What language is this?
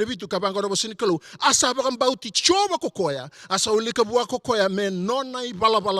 Fijian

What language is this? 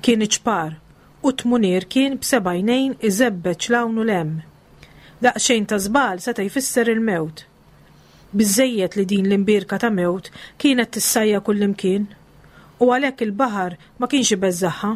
Maltese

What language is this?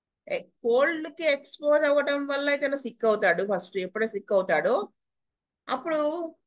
Telugu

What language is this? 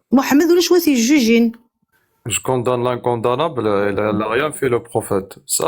Kabyle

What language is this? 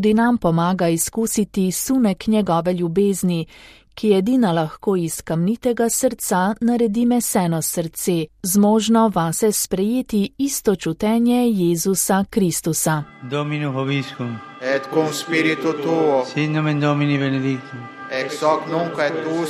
Slovenian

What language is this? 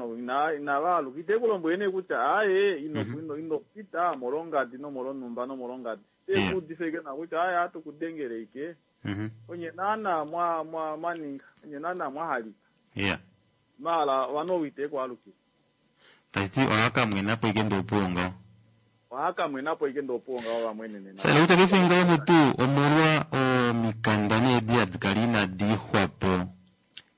Kuanyama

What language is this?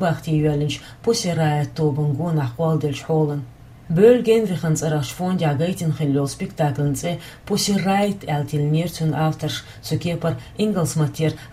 Chechen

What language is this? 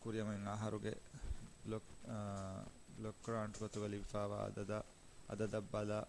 Divehi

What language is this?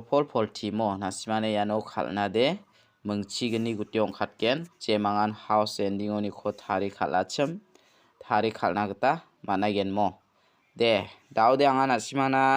Garo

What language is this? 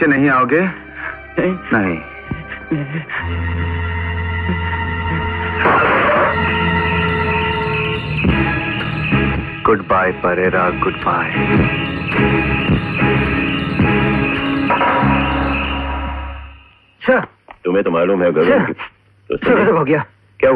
Hindi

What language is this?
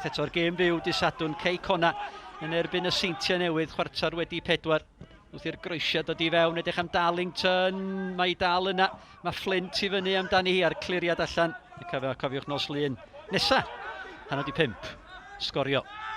Welsh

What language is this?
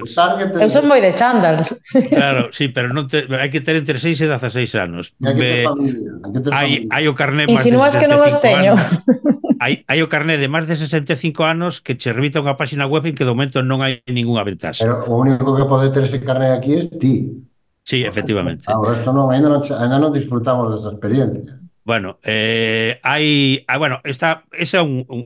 Galician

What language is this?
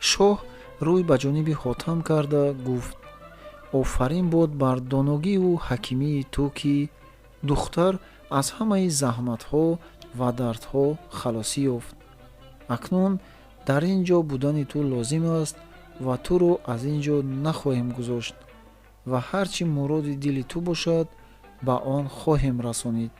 Tajik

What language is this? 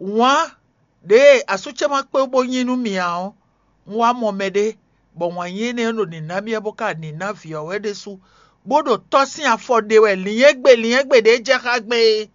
Fon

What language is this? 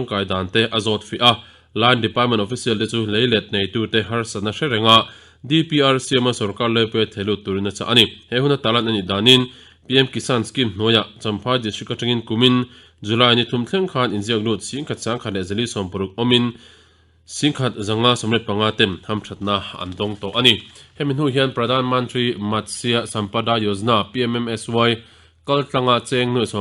Mizo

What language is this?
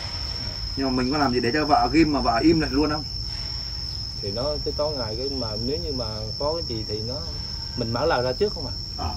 Vietnamese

